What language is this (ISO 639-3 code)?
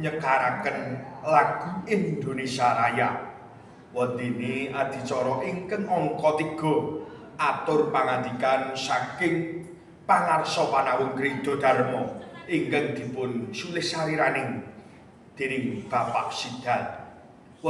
jav